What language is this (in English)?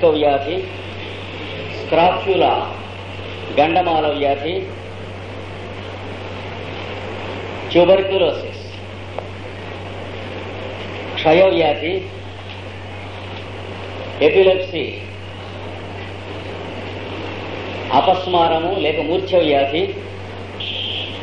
Telugu